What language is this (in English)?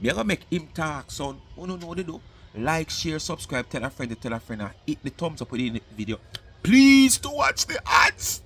Jamaican Creole English